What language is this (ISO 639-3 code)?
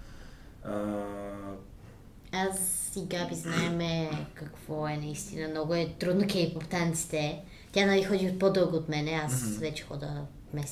bul